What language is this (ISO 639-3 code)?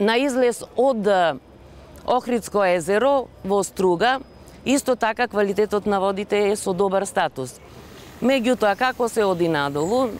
mkd